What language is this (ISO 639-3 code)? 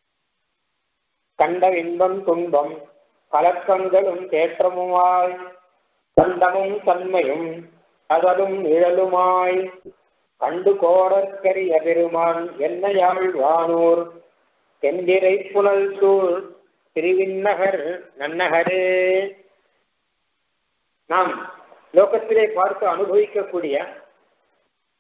tam